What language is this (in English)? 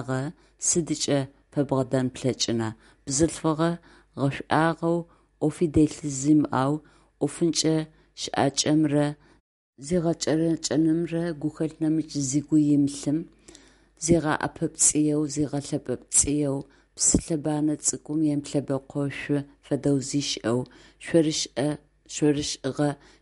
Adyghe